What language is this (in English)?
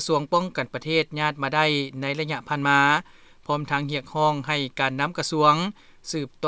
Lao